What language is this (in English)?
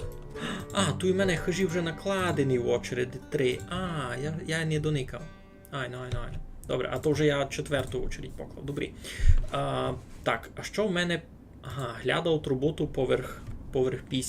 Rusyn